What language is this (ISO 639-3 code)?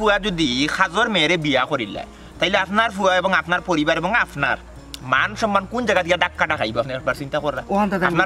syl